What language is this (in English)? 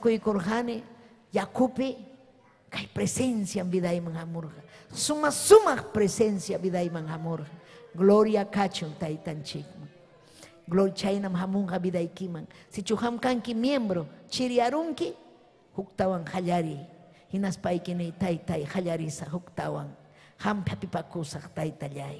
Ayacucho Quechua